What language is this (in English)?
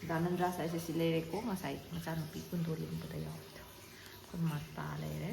Manipuri